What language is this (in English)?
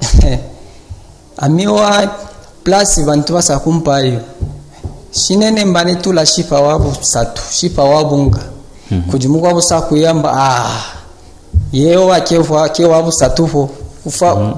Luba-Katanga